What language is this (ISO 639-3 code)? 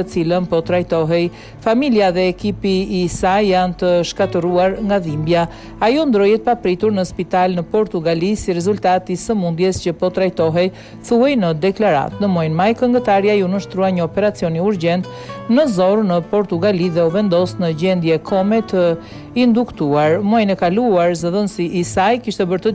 sqi